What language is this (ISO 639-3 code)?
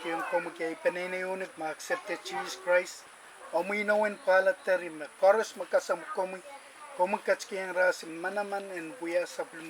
pon